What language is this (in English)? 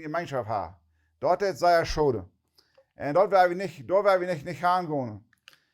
Plautdietsch